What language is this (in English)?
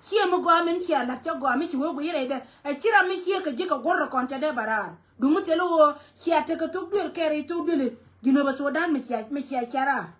Nuer